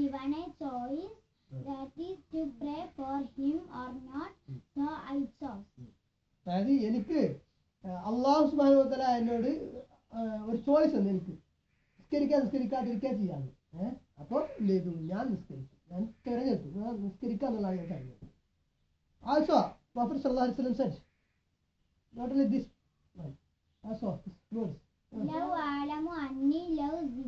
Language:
Malayalam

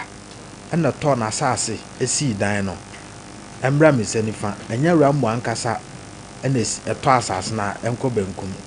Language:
Akan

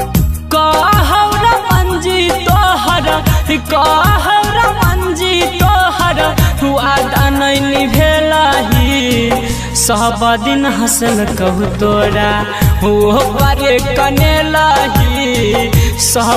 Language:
Bhojpuri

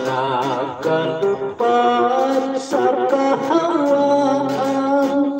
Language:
Hiligaynon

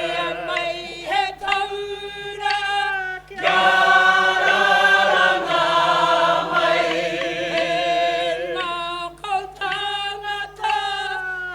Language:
Māori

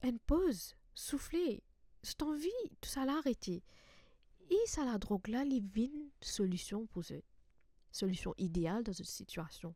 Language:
Morisyen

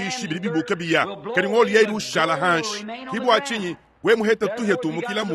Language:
Luba-Lulua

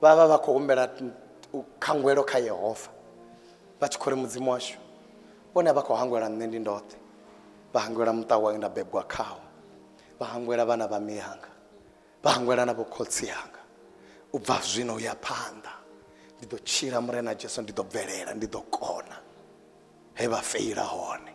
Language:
Venda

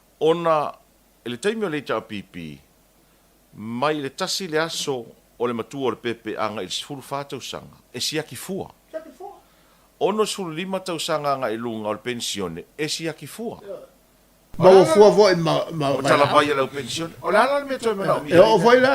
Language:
Samoan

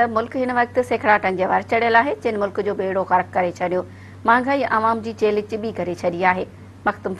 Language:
Sindhi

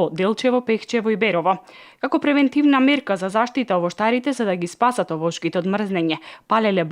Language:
Macedonian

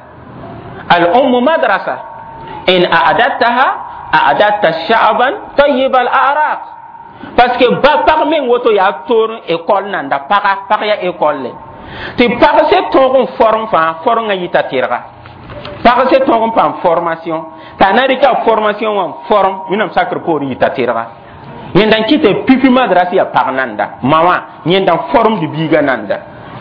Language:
Mossi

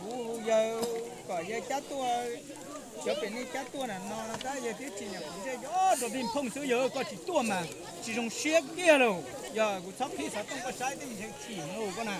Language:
Hmong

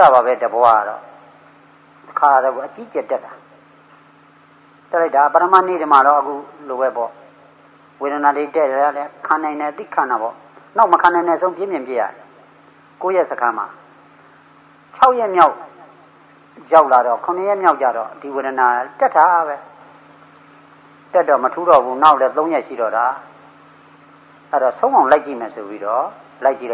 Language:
Burmese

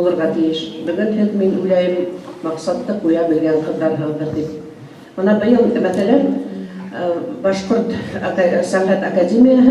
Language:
Bashkir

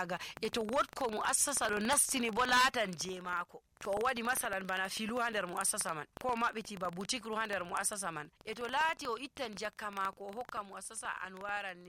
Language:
Nigerian Fulfulde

